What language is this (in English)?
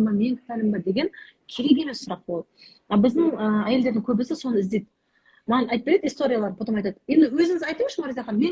Kazakh